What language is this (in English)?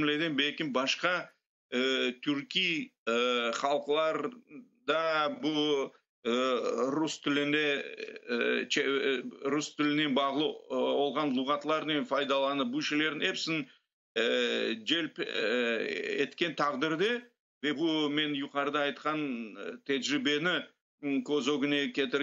Crimean Tatar